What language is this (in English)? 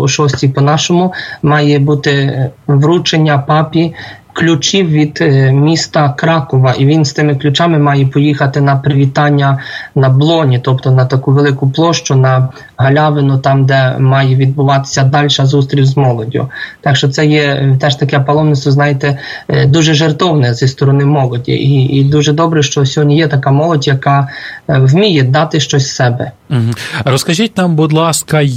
Ukrainian